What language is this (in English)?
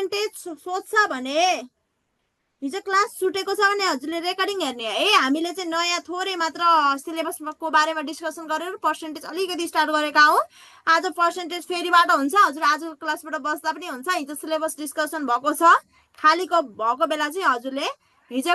Nepali